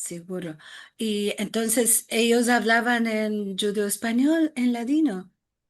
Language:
Ladino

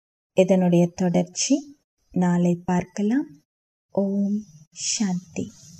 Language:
Tamil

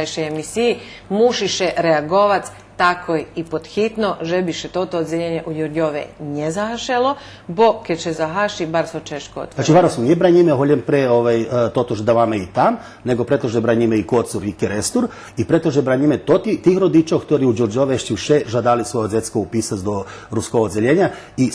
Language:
Rusyn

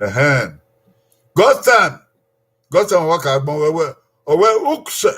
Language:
Bini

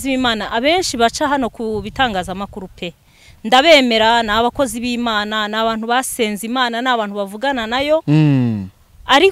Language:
Kinyarwanda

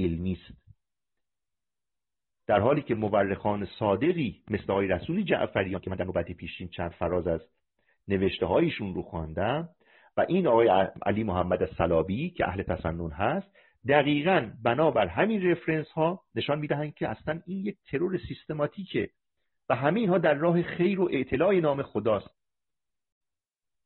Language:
Persian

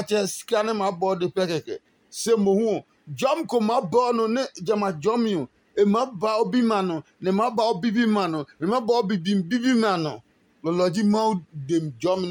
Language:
Adangme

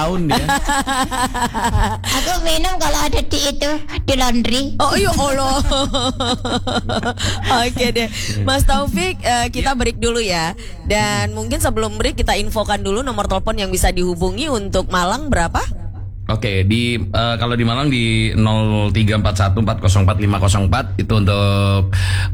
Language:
Indonesian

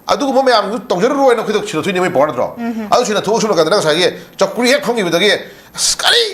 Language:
Manipuri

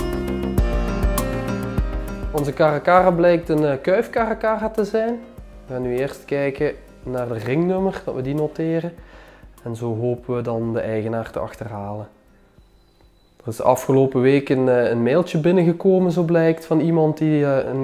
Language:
Dutch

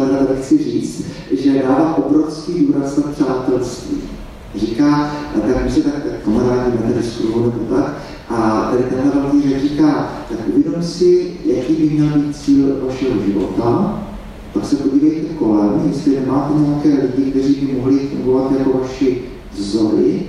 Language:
Czech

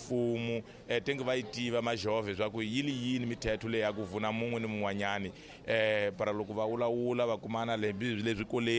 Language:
Tsonga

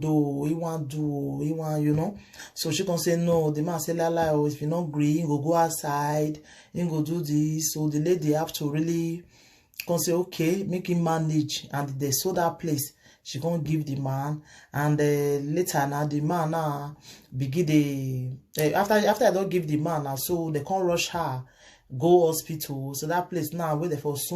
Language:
Nigerian Pidgin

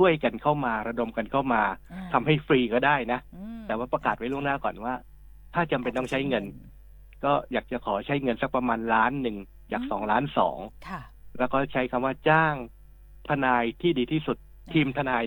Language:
Thai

